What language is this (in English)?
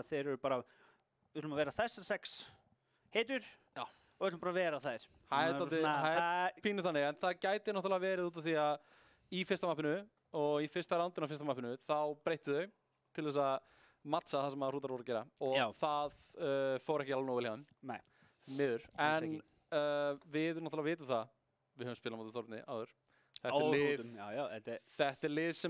Icelandic